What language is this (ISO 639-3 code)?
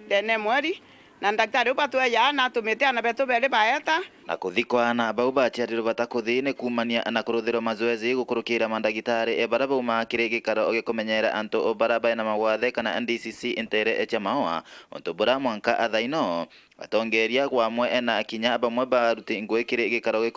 mer